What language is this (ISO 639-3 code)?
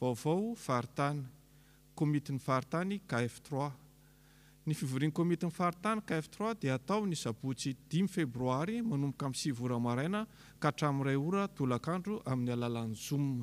mlg